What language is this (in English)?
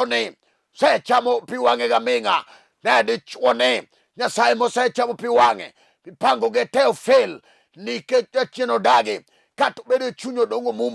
Luo (Kenya and Tanzania)